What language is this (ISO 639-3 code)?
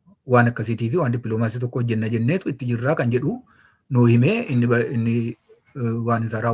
orm